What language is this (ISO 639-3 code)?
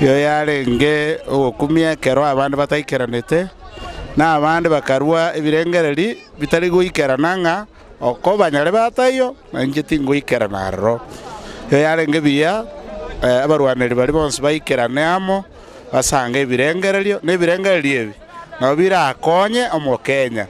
guz